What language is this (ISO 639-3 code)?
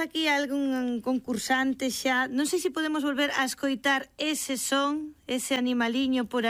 glg